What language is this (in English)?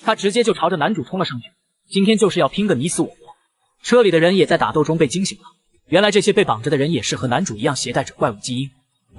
Chinese